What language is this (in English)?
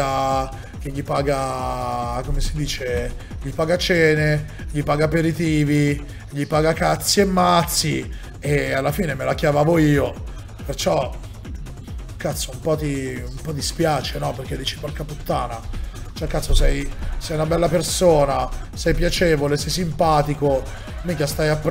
Italian